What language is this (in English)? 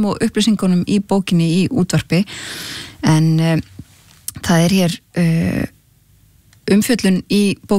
Icelandic